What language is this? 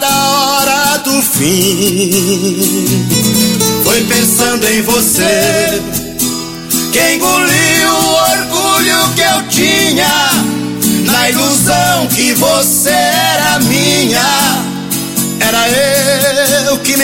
Portuguese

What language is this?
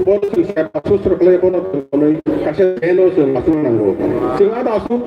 Kok Borok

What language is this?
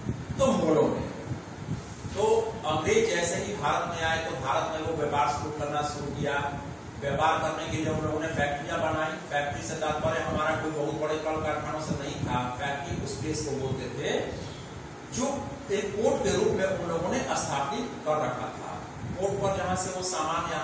Hindi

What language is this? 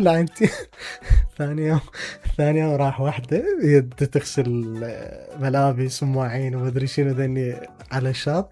Mesopotamian Arabic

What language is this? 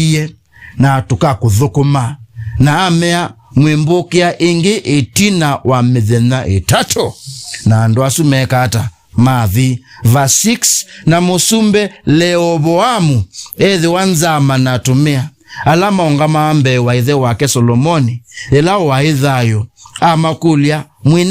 Kamba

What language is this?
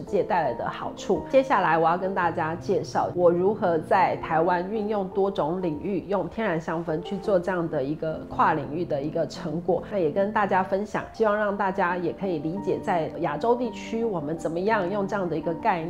Chinese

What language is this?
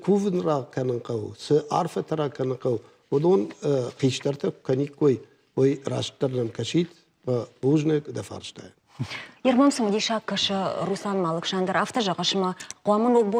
Ossetic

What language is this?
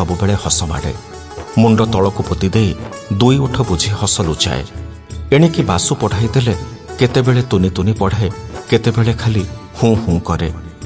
Odia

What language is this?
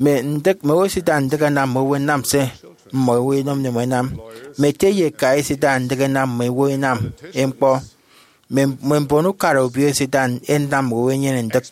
Efik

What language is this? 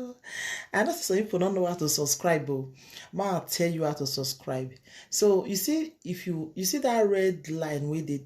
Nigerian Pidgin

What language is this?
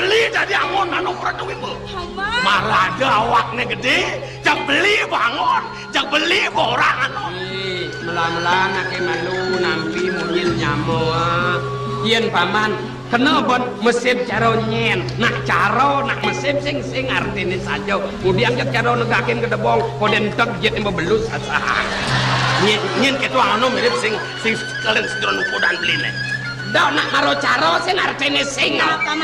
Balinese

